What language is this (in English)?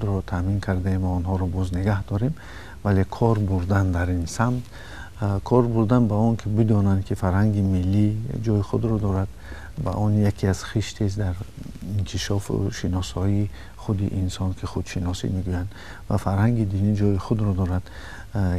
Tajik